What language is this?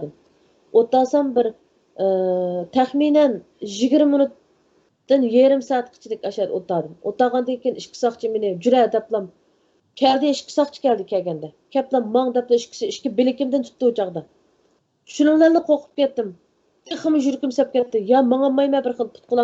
Uyghur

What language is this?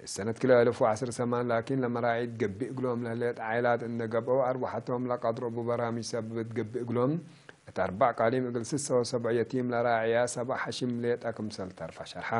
Tigre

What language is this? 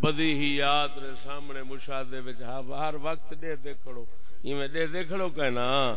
Saraiki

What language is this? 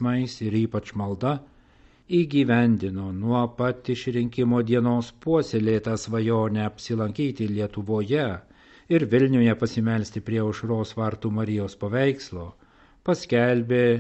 Lithuanian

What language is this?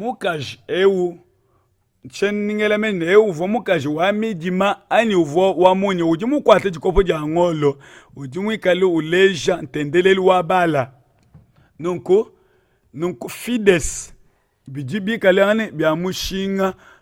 Luba-Lulua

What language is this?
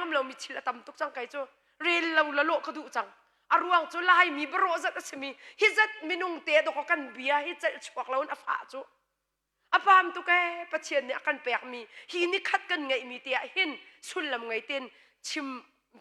Hakha Chin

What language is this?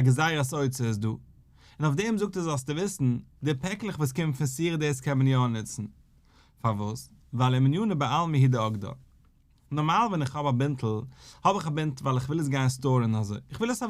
Yiddish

